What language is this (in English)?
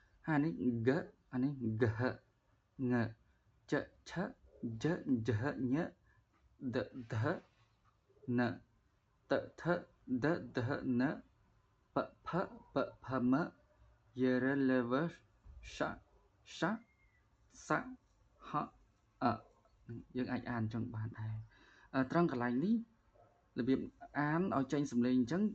Khmer